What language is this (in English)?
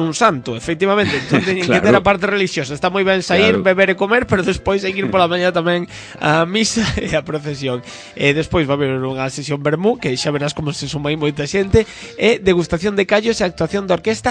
Galician